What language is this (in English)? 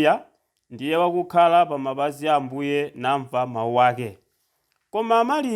Nyanja